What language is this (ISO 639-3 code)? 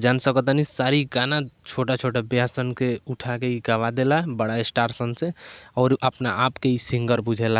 bho